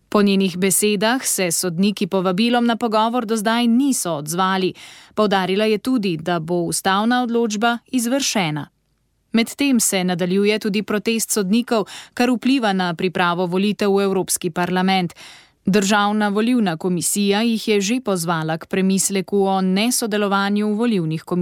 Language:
Slovenian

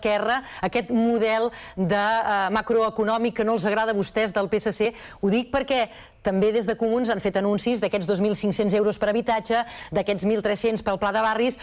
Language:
Catalan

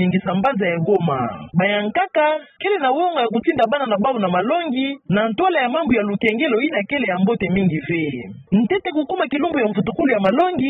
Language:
Kituba (Democratic Republic of Congo)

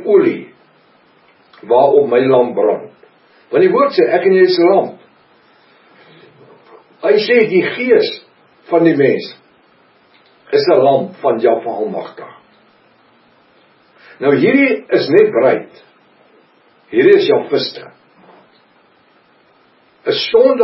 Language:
Afrikaans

